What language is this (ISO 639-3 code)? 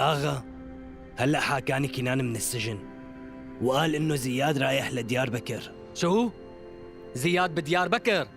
apc